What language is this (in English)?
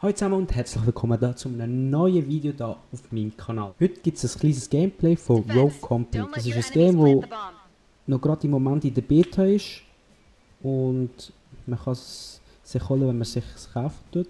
Swiss German